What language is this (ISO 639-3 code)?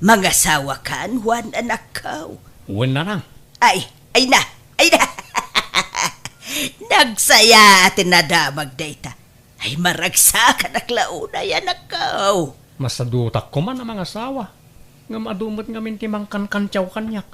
ilo